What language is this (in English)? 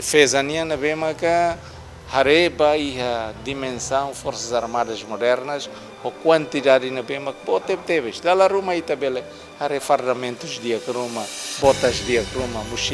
Tetum